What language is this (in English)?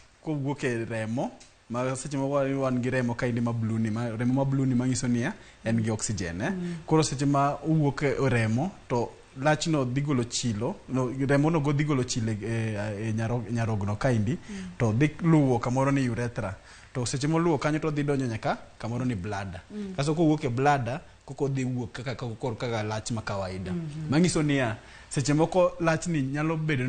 Luo (Kenya and Tanzania)